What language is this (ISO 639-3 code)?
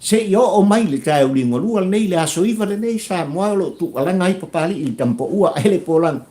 smo